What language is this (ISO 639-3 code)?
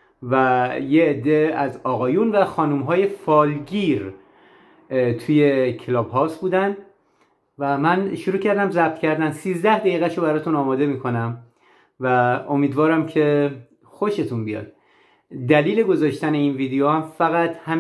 fas